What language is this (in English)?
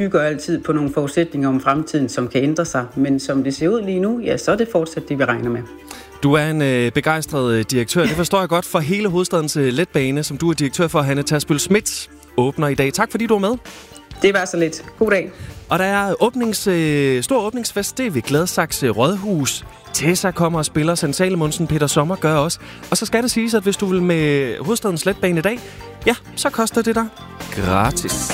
Danish